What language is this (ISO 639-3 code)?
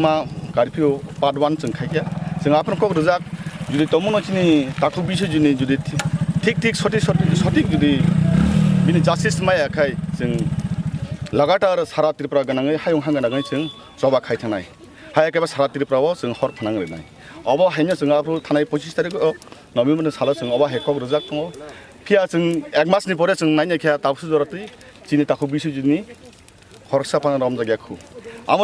trp